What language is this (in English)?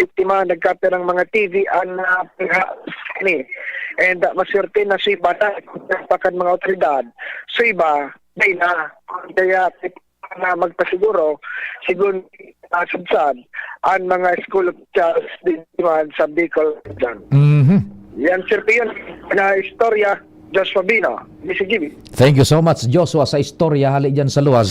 Bikol